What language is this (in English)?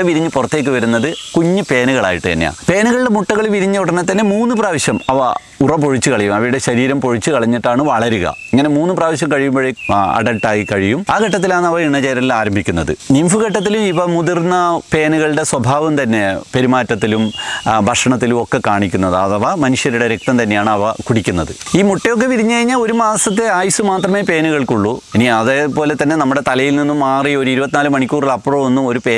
Malayalam